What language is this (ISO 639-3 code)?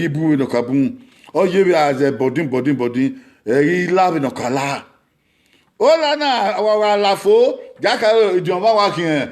bin